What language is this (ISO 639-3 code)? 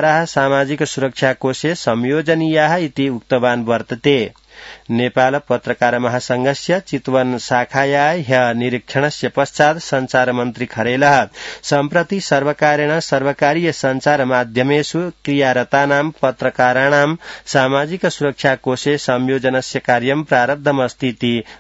san